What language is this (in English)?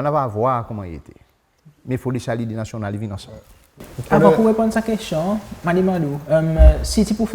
Seselwa Creole French